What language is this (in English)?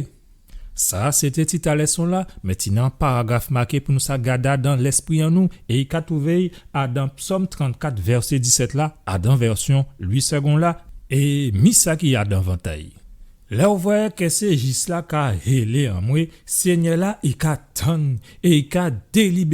Guadeloupean Creole French